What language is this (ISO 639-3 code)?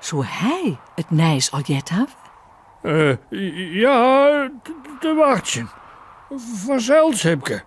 fry